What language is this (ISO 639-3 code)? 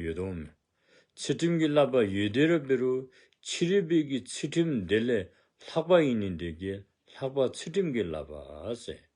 dzo